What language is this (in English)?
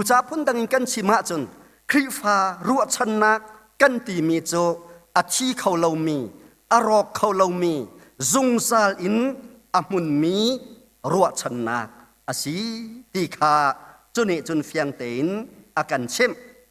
Hakha Chin